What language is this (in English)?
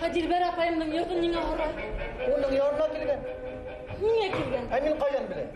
Bashkir